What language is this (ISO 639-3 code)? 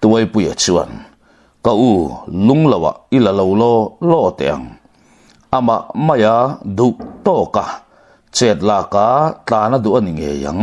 lus